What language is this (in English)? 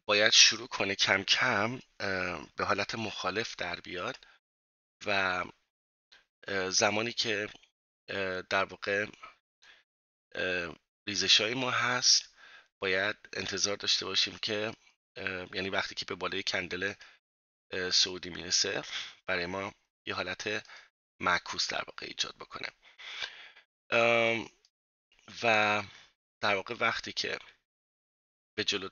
Persian